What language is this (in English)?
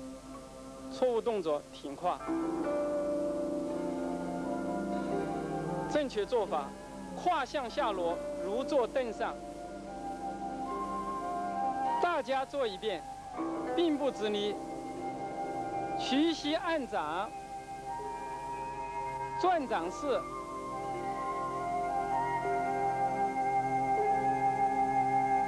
Chinese